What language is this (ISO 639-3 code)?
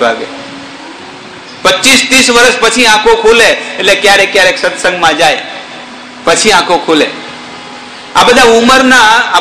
guj